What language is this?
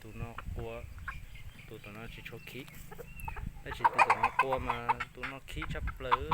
Hmong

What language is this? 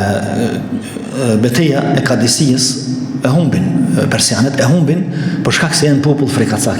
Albanian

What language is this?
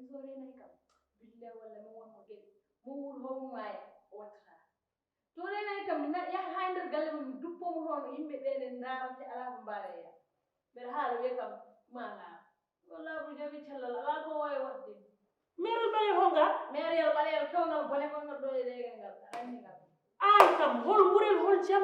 Fula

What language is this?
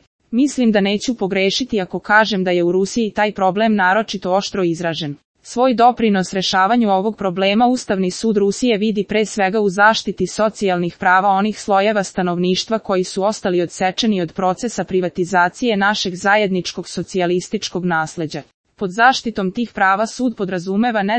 Serbian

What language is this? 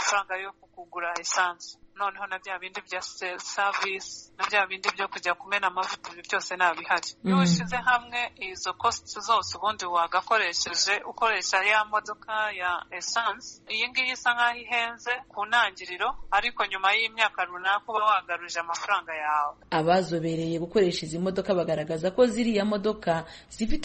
Kinyarwanda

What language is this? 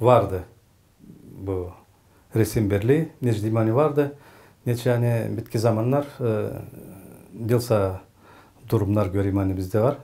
Gagauz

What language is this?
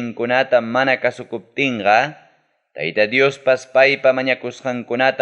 Ayacucho Quechua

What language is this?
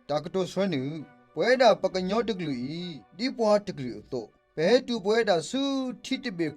S'gaw Karen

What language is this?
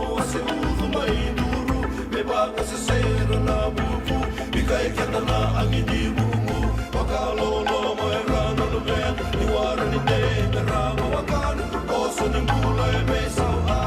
Fijian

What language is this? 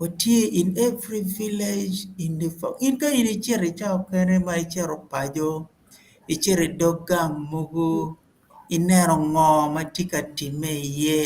Acoli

